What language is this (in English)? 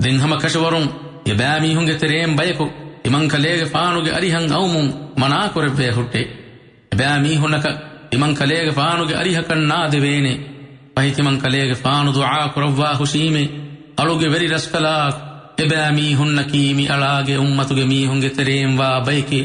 Divehi